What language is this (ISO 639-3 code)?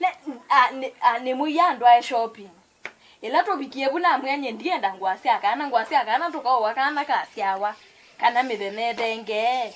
kam